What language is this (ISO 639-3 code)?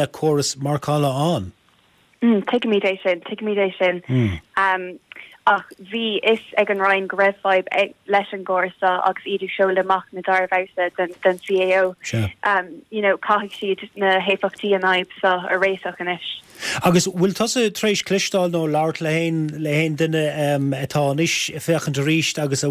gle